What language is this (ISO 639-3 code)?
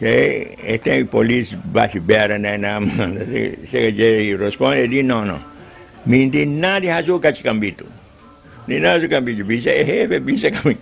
pap